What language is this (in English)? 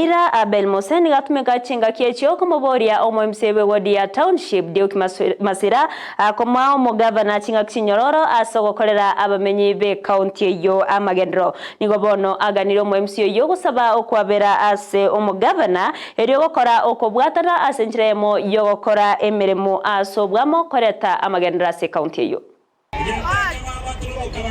Gusii